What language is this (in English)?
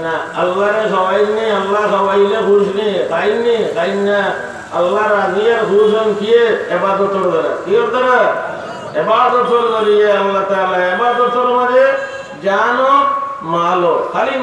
Sylheti